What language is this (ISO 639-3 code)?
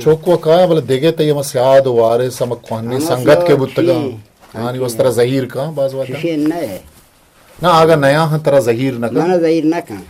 bgp